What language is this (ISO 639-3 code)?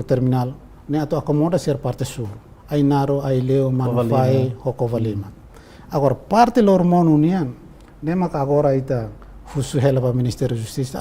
tet